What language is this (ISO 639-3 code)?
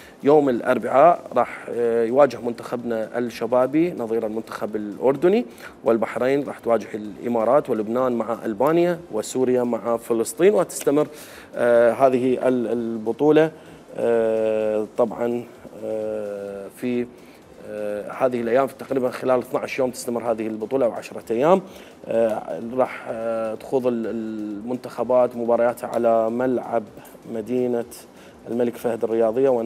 acm